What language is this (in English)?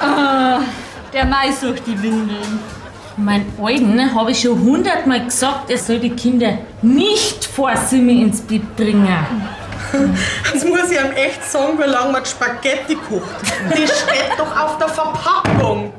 Bavarian